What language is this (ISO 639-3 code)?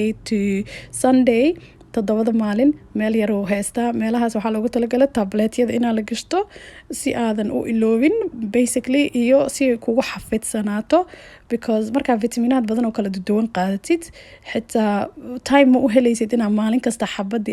som